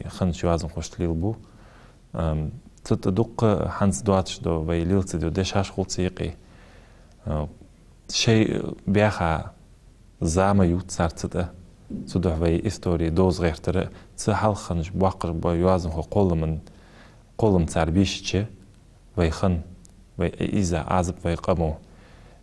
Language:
Ingush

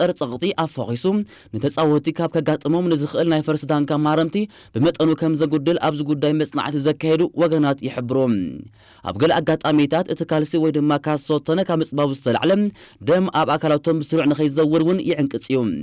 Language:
Tigrinya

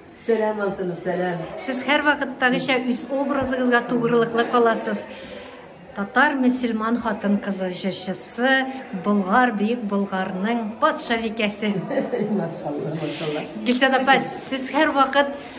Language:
Tatar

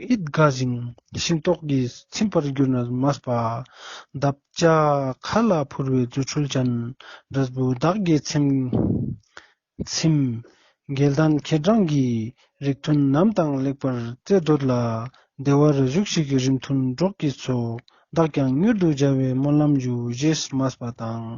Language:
Ladakhi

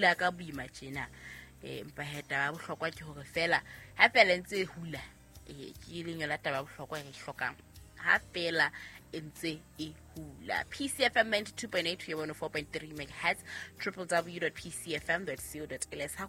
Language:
Southern Sotho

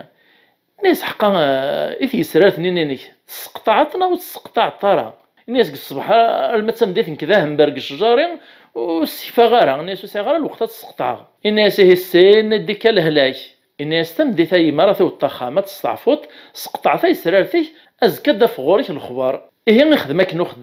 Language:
Kabyle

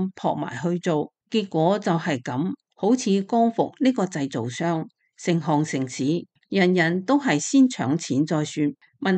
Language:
Cantonese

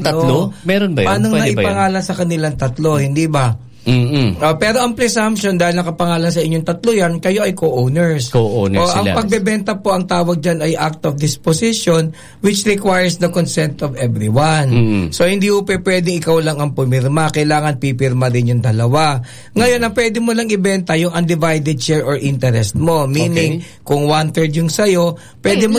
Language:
Filipino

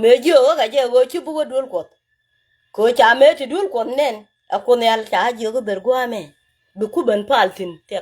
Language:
Nuer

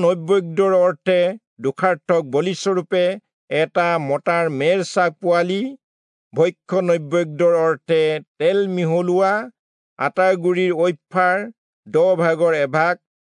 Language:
Assamese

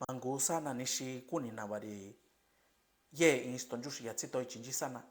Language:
Mixtepec Mixtec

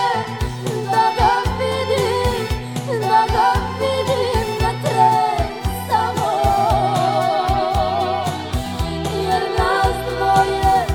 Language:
Croatian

